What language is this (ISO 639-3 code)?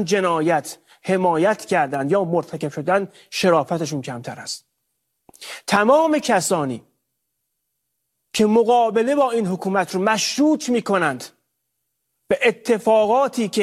fas